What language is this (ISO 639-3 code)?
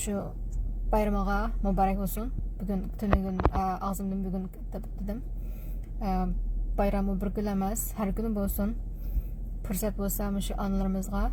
uig